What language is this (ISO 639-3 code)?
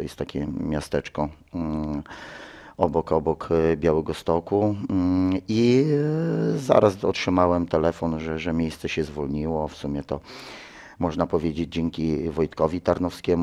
pol